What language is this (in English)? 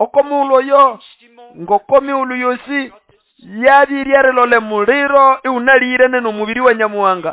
Nande